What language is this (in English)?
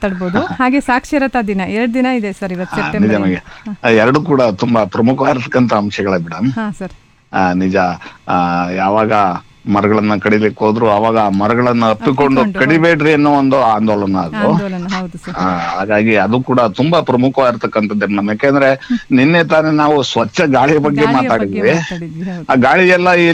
Kannada